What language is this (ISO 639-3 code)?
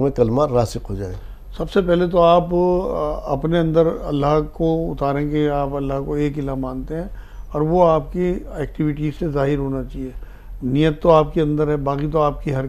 urd